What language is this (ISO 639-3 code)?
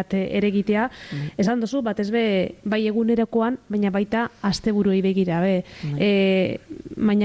eus